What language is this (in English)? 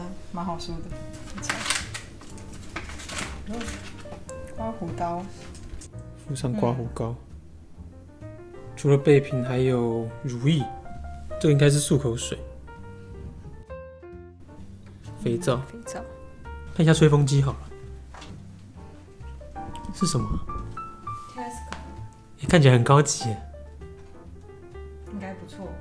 Chinese